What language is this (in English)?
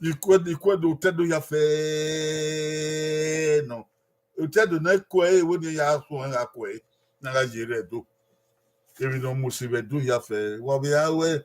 Bini